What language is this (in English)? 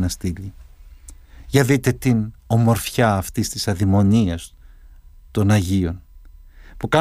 Greek